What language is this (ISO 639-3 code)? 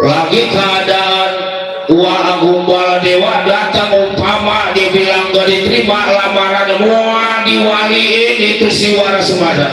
bew